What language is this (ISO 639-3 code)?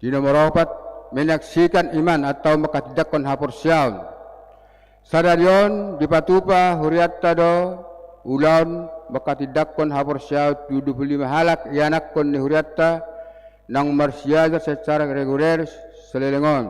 bbc